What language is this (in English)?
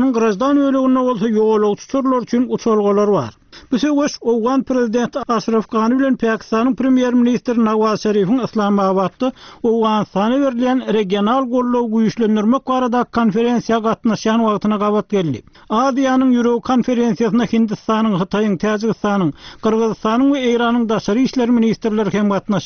Turkmen